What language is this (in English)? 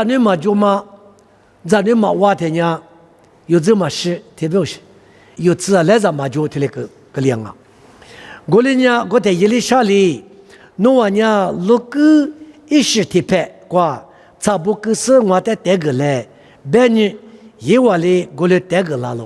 Lisu